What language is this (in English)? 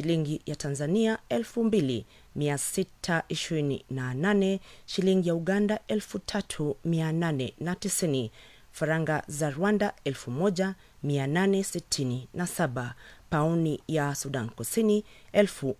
Swahili